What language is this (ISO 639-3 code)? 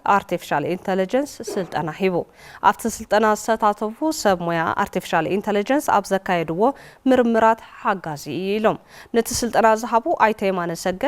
tir